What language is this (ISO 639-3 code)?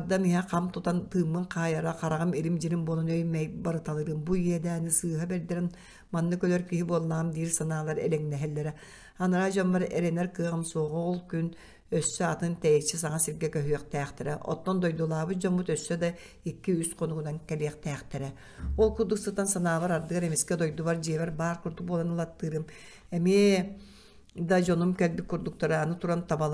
sah